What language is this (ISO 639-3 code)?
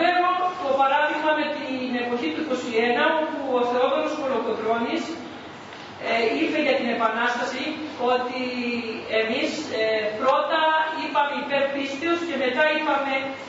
ell